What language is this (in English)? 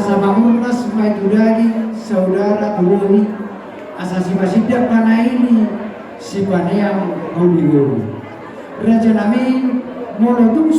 Batak Toba